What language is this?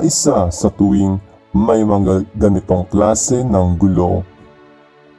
Filipino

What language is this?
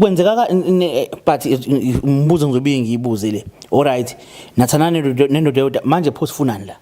Zulu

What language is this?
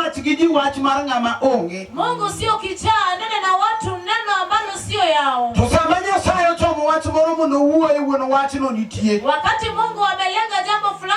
Luo (Kenya and Tanzania)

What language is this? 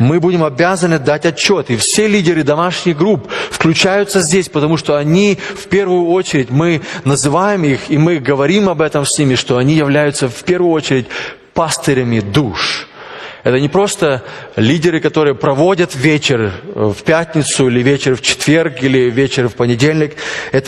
Russian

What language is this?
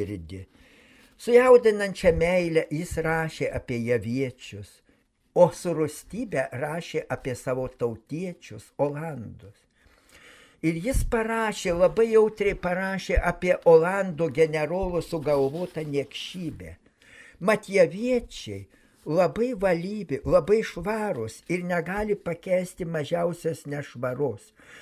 Lithuanian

